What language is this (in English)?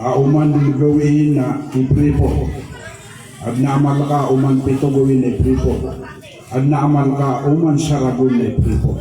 Maranao